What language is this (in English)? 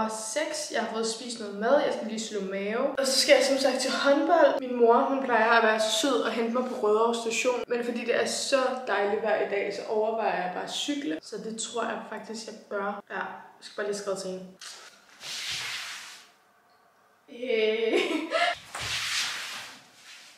Danish